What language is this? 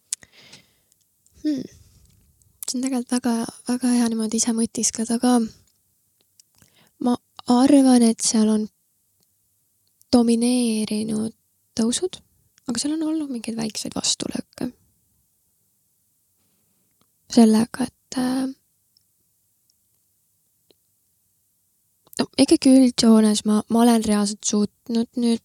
Estonian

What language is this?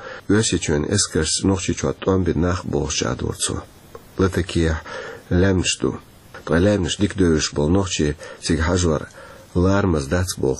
Chechen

